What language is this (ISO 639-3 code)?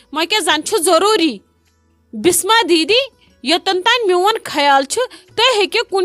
kas